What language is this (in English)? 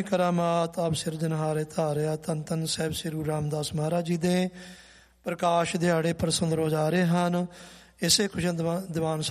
Punjabi